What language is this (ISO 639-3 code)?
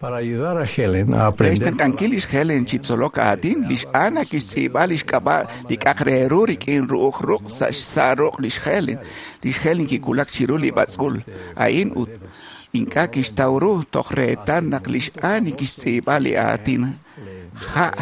kek